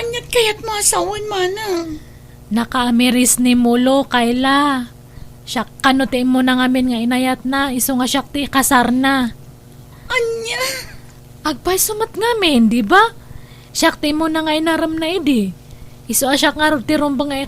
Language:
Iloko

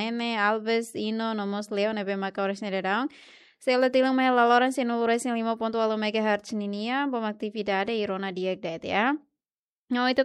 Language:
Tetum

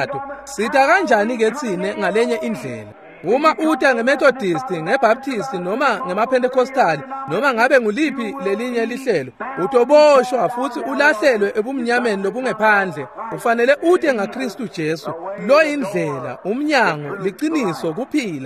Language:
Swati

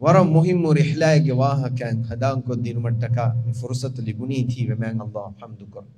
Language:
Divehi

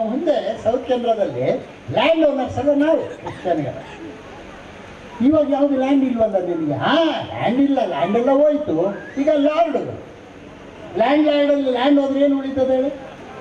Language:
Kannada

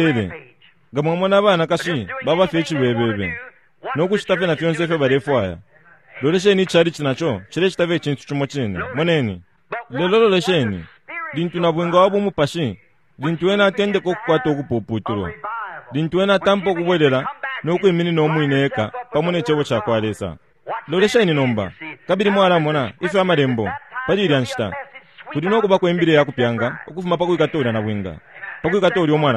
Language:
Bemba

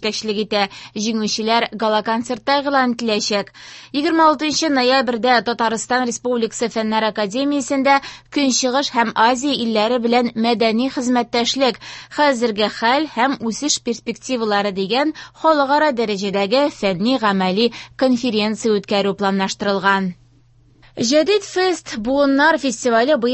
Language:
Tatar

